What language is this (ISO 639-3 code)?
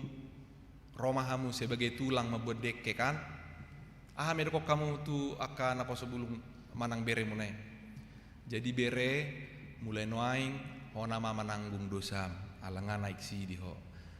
bbc